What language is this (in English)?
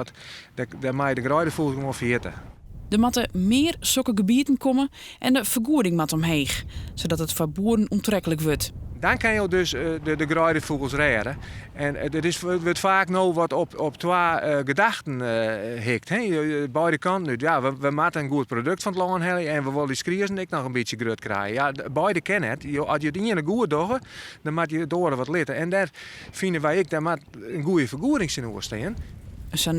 Western Frisian